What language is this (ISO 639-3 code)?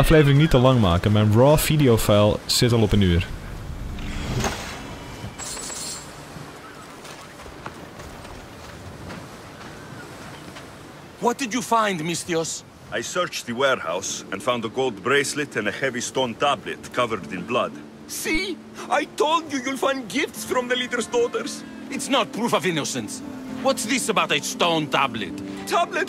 nld